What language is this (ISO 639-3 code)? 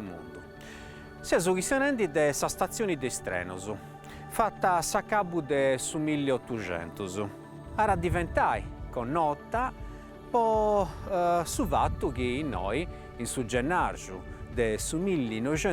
srd